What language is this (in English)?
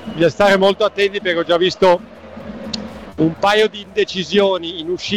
Italian